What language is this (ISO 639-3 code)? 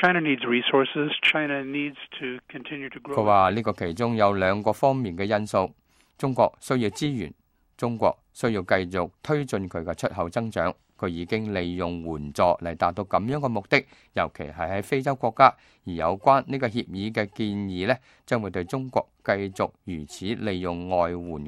yue